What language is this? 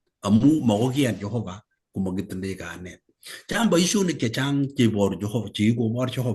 Kalenjin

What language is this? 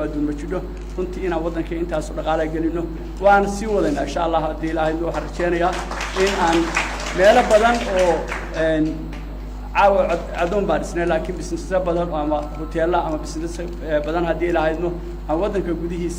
Somali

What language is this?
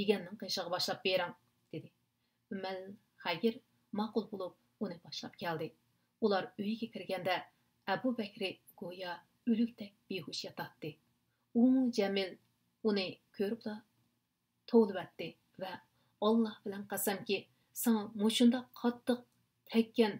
Uyghur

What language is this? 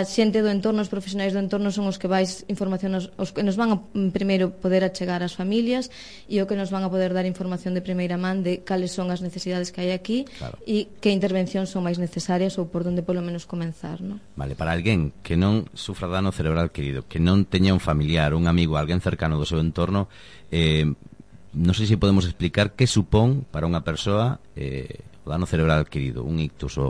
Galician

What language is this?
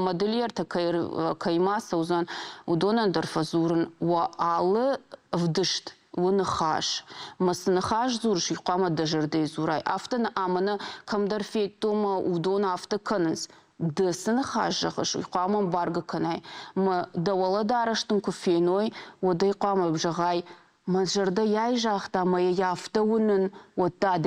Ossetic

